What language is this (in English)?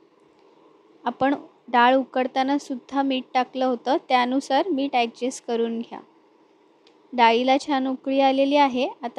Marathi